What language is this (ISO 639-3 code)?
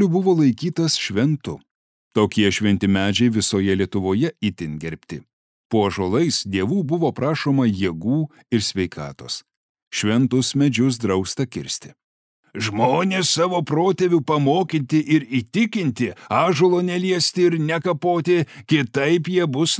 lit